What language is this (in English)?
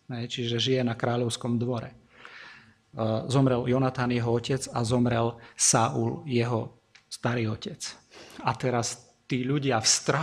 Slovak